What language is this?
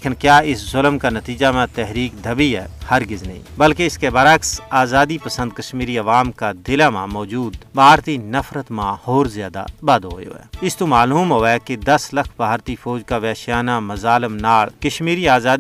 Gujari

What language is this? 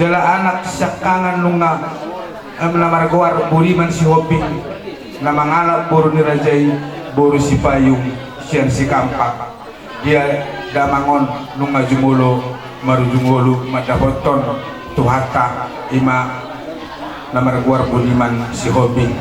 Batak Toba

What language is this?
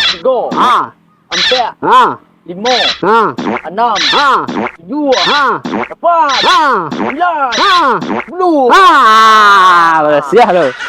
Minangkabau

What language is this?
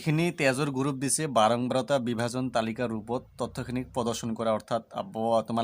Assamese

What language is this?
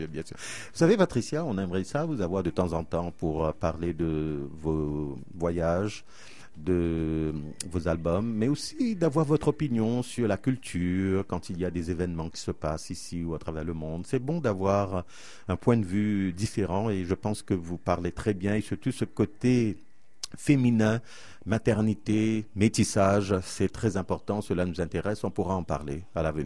French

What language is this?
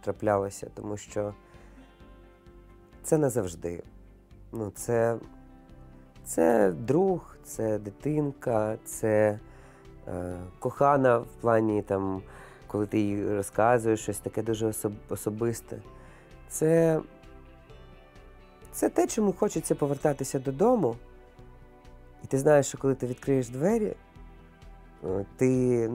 Ukrainian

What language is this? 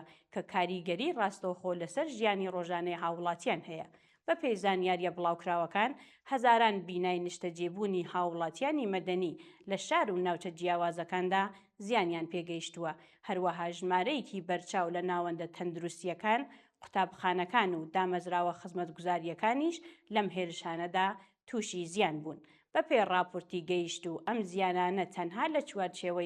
Central Kurdish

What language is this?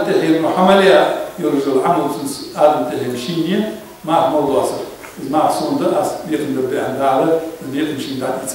Ingush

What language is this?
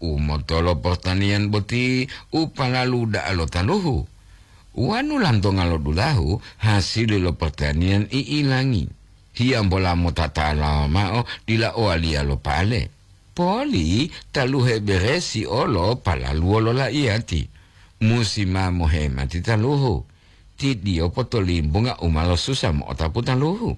Gorontalo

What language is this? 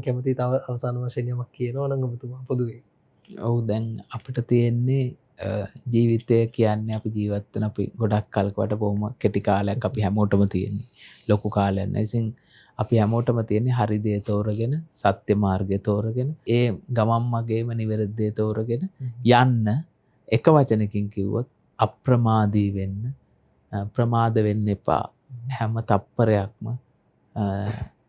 Sinhala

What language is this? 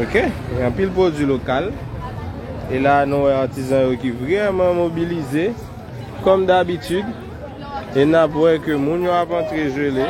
Haitian Creole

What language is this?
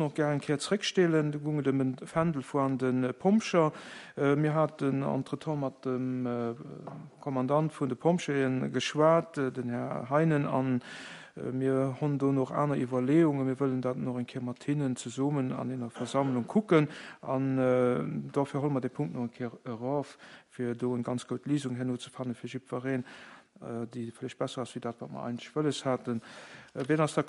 Luxembourgish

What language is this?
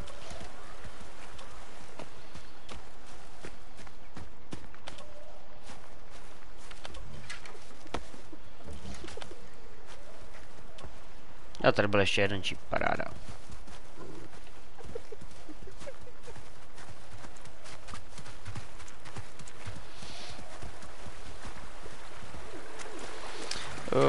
Czech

